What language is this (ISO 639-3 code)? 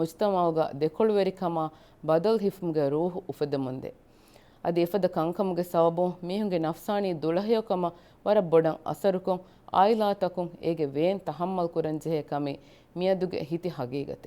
div